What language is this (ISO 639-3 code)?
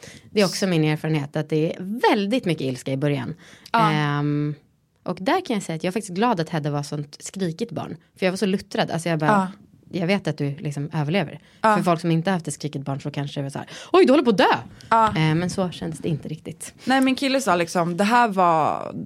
swe